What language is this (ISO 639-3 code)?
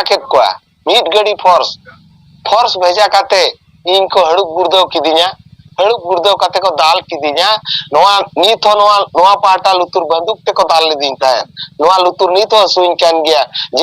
sat